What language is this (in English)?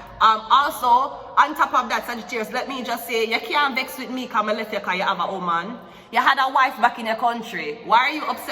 Jamaican Creole English